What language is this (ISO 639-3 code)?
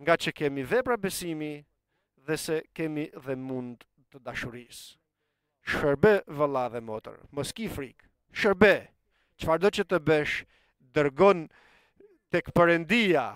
sqi